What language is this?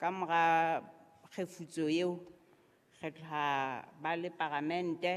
Southern Sotho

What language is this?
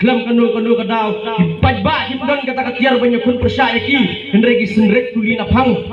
Khasi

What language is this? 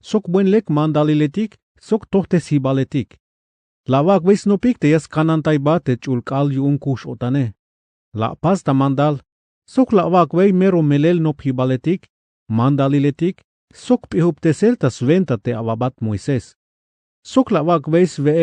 Tzeltal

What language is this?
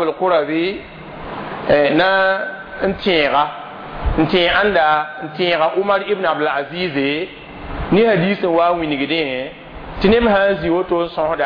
Mossi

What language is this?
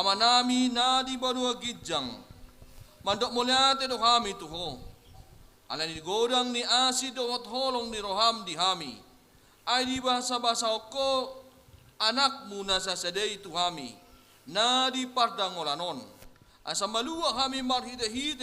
Batak Toba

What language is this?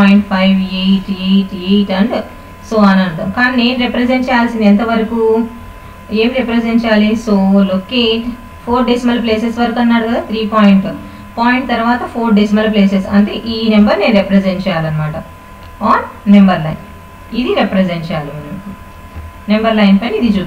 Telugu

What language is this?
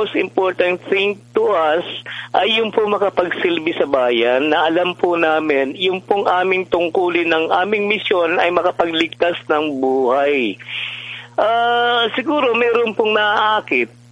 Filipino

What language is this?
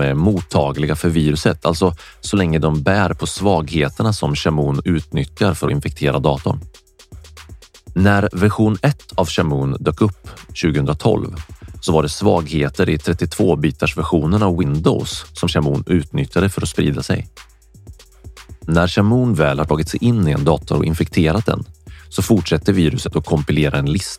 Swedish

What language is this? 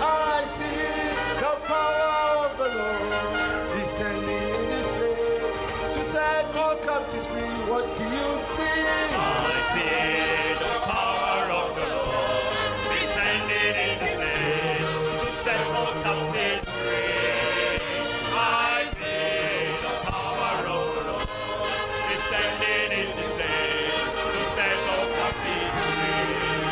Ewe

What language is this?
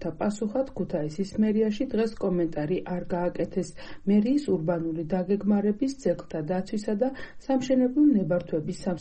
Georgian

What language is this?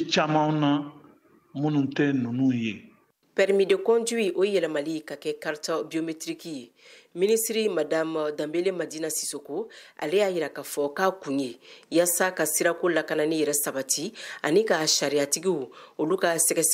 Bambara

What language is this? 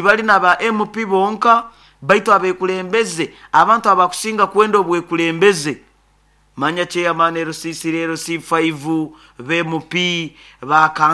Nyoro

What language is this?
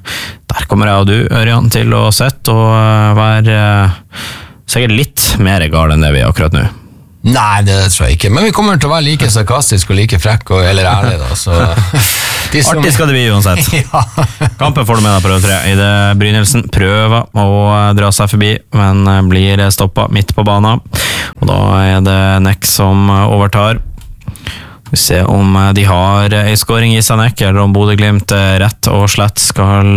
Norwegian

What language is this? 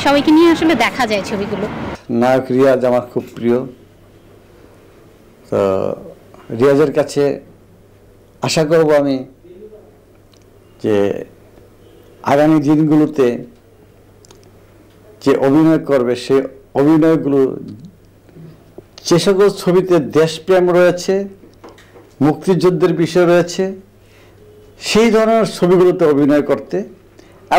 Bangla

